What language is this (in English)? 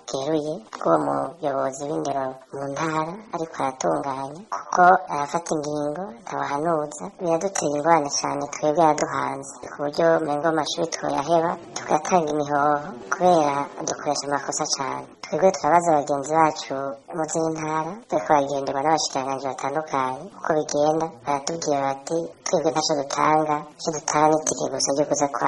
Rundi